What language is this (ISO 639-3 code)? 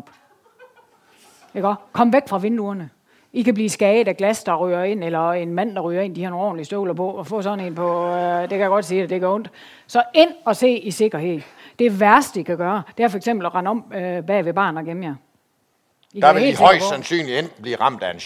dan